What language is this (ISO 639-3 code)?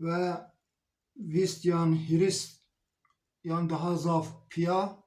zza